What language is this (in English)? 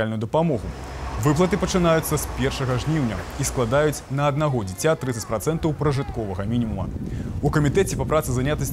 Belarusian